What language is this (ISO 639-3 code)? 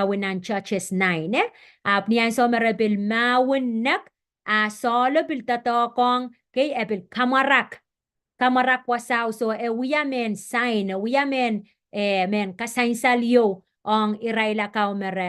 pon